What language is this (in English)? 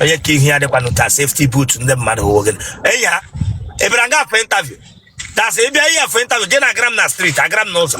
Igbo